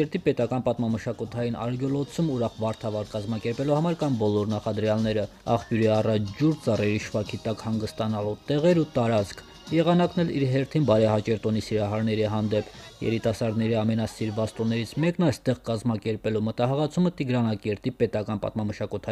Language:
Armenian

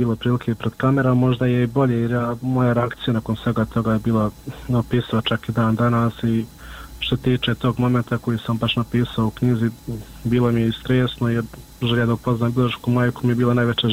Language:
Bosnian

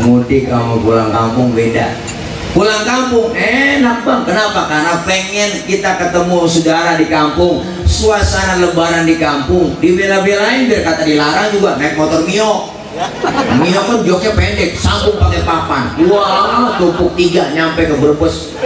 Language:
Betawi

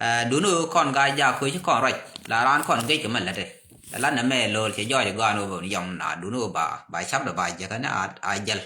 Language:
Nuer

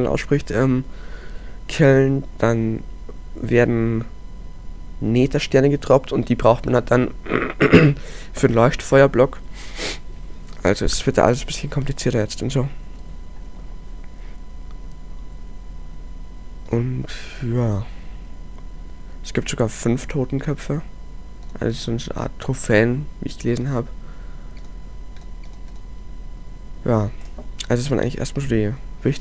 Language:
German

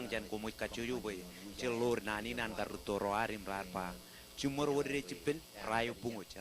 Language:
Marshallese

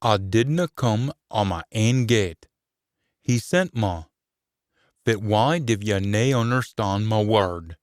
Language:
Scots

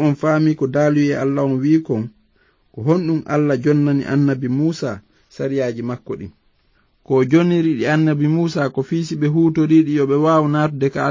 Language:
Fula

